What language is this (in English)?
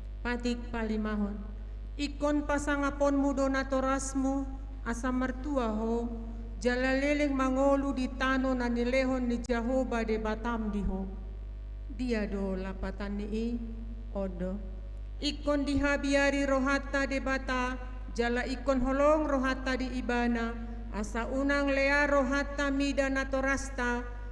Batak Toba